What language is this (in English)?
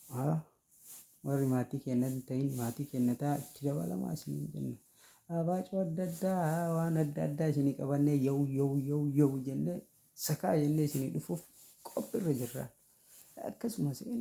Oromo